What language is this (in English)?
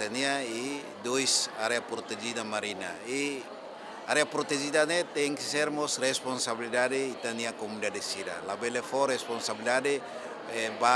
Tetum